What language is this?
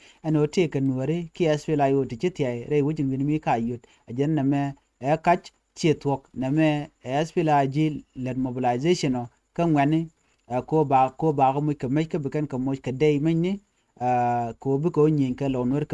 Nuer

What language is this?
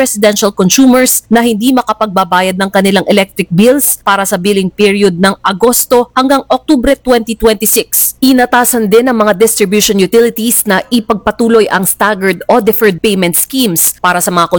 Filipino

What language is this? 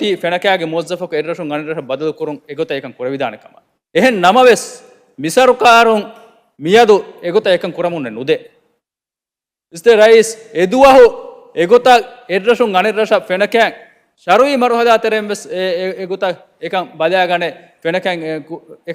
Divehi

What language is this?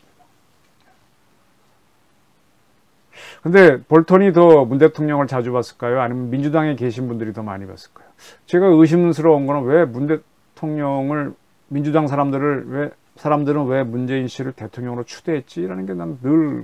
Korean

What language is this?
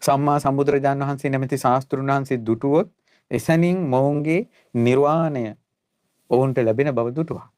Sinhala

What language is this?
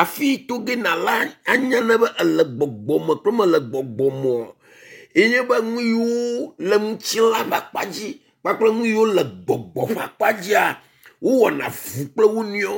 Ewe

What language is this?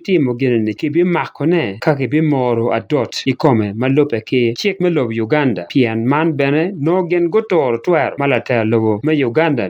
Acoli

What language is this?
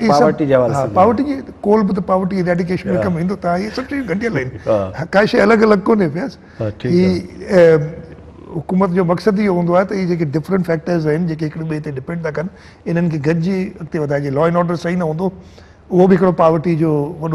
Sindhi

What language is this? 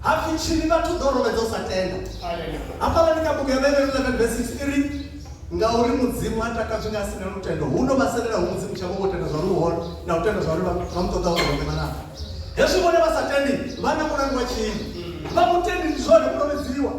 Venda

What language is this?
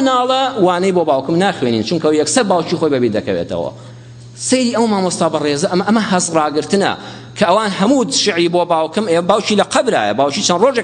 Central Kurdish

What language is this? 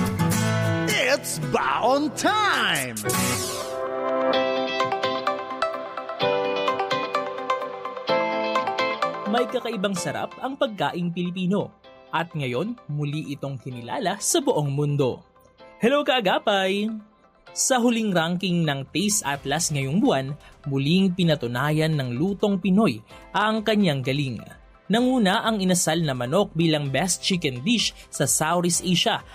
Filipino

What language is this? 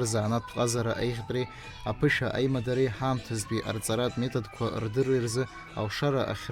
Abkhazian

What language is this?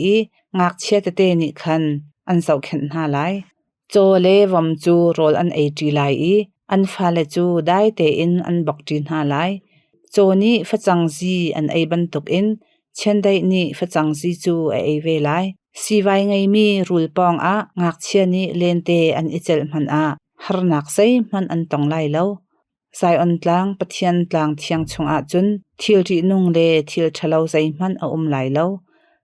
Hakha Chin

